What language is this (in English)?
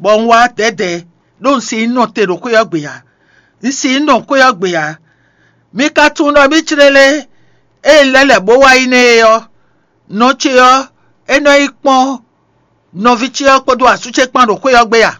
Fon